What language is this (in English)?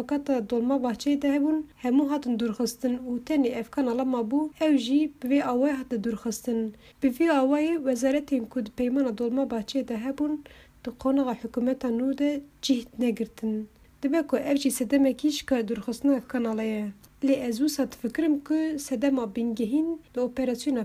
Kurdish